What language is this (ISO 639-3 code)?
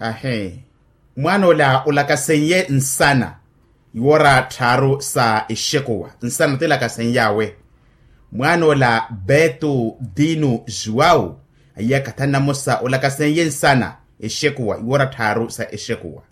vmw